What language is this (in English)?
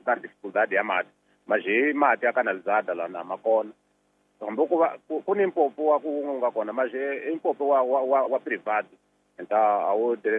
Tsonga